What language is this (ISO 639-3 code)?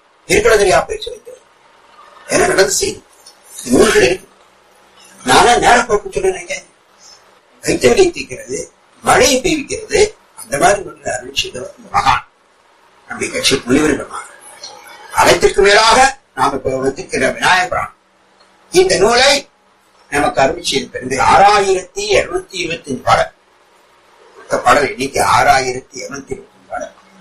tam